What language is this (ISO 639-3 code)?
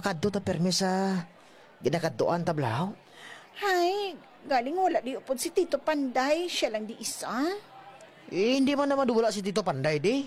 hil